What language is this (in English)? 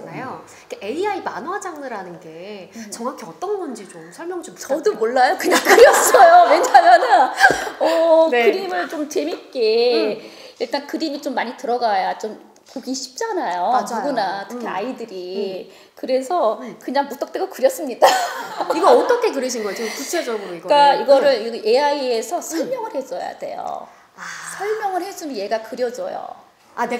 Korean